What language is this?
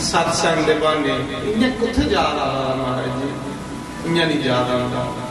Dogri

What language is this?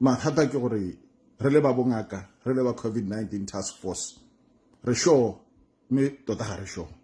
Tswana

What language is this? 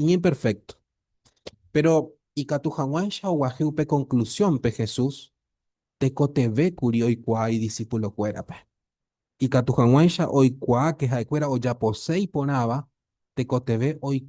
Guarani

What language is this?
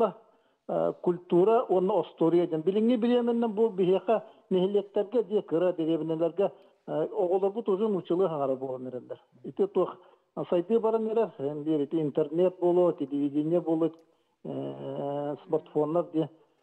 Yakut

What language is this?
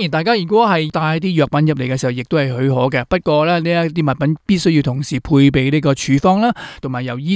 Cantonese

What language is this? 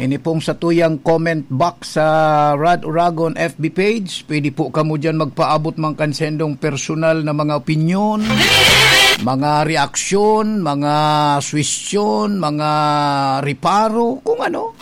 Bikol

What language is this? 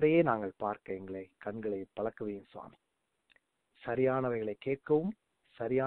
Tamil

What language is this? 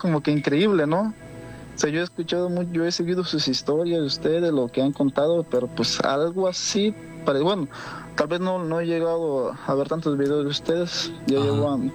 Spanish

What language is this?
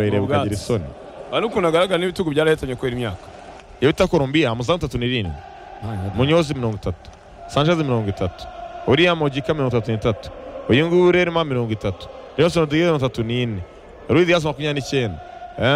Kinyarwanda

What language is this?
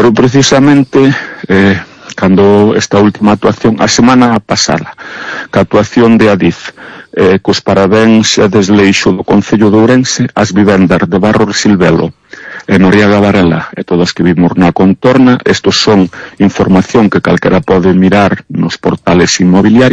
Galician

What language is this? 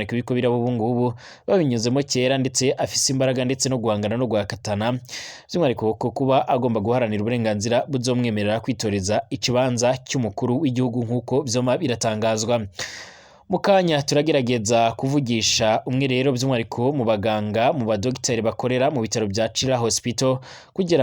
Rundi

